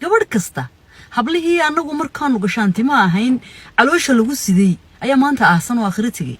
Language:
Somali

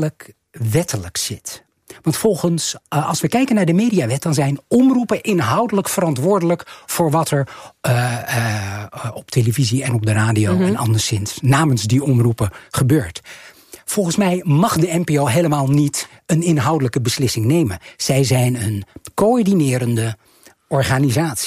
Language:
Dutch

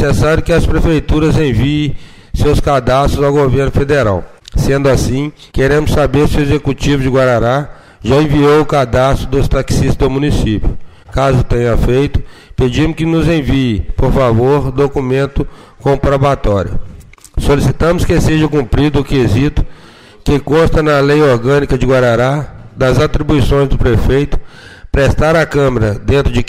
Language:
Portuguese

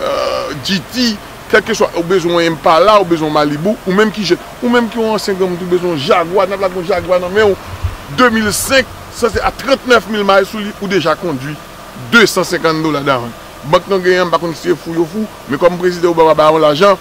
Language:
Haitian Creole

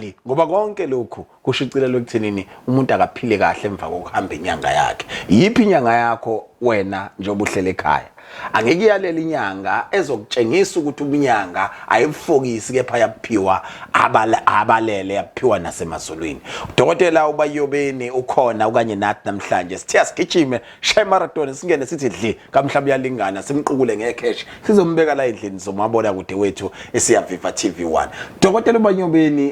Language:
Zulu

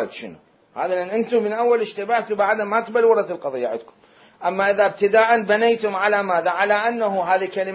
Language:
Mesopotamian Arabic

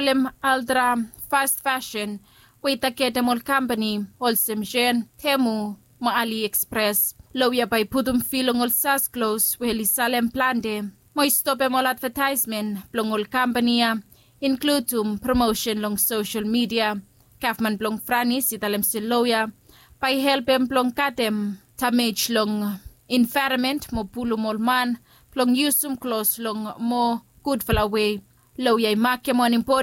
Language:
Bislama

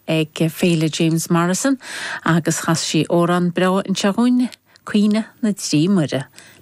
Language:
Irish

